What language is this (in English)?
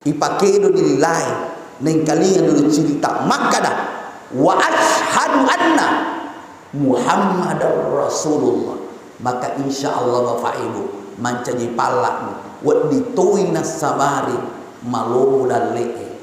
Buginese